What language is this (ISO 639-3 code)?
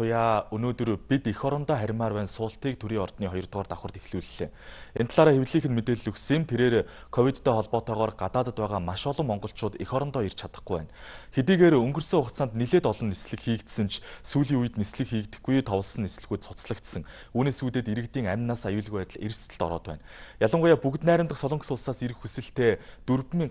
mon